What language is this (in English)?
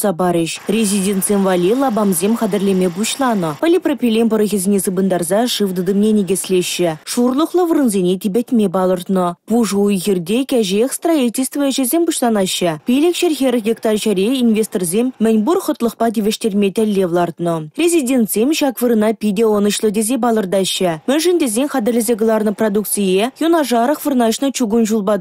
Chuvash